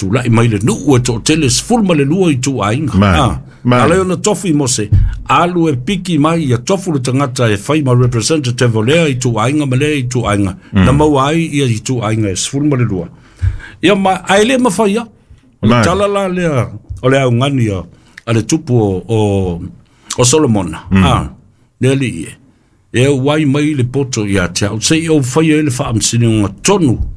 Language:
Samoan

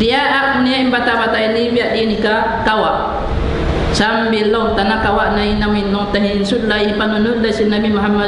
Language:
Tausug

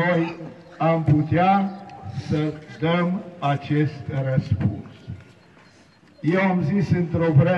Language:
Romanian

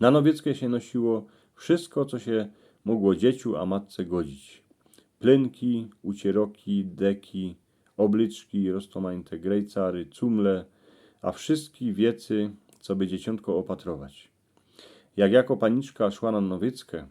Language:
Silesian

